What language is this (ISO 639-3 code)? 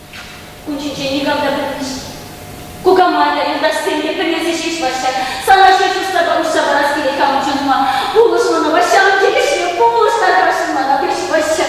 chv